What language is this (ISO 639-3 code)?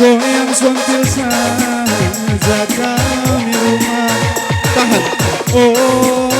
btx